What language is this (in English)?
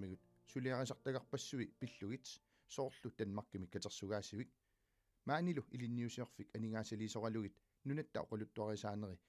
Kalaallisut